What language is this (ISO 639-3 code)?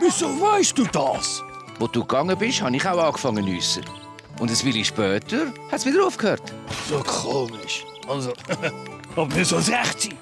gsw